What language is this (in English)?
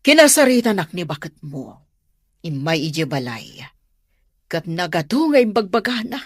Iloko